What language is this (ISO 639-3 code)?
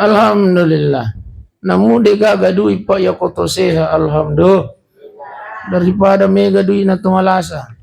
bug